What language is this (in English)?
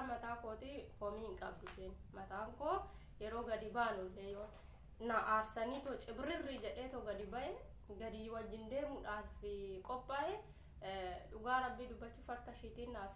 Oromo